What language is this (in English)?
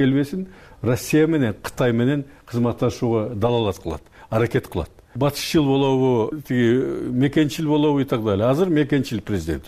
Kyrgyz